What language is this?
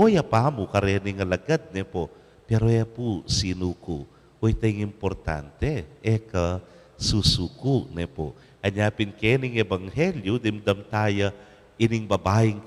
Pampanga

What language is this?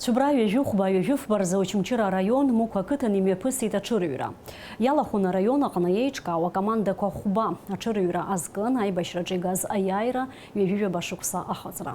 Abkhazian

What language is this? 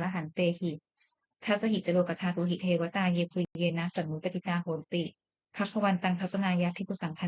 Pali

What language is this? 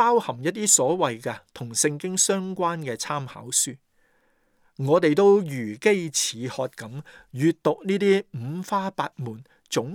Cantonese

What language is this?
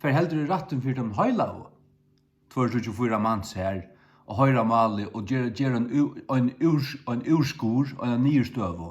Faroese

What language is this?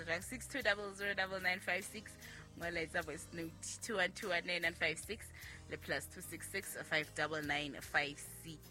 Southern Sotho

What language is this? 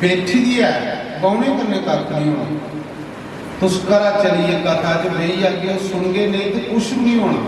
Dogri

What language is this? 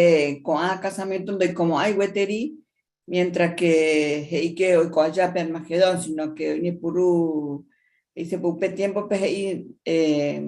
Guarani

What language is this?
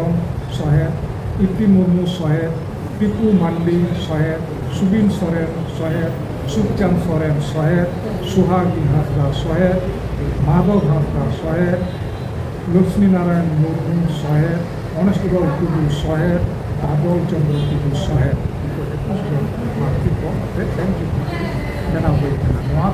Santali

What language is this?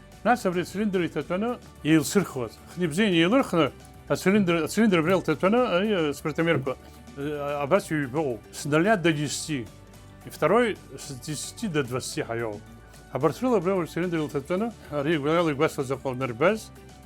Abkhazian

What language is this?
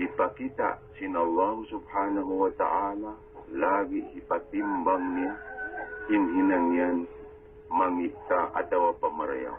Tausug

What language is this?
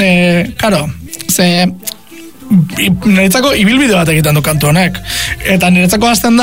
Basque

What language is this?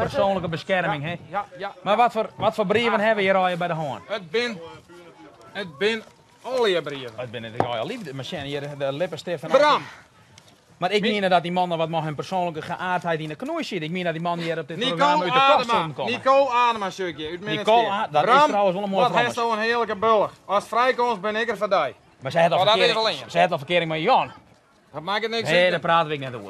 Western Frisian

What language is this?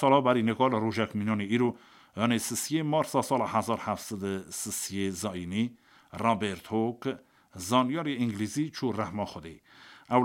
Kurdish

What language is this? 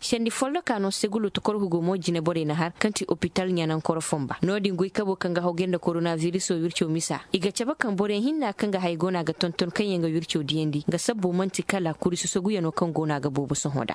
Zarma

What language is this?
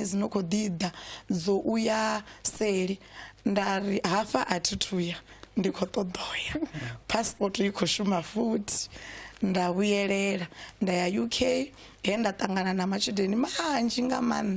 Venda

